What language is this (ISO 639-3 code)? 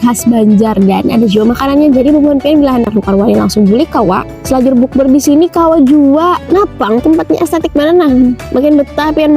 bjn